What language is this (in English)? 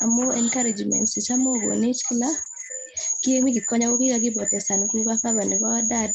Kalenjin